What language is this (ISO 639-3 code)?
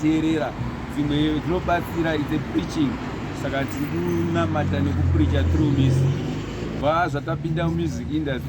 sna